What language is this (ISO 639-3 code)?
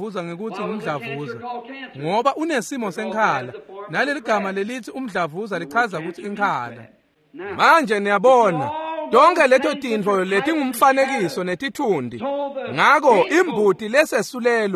ssw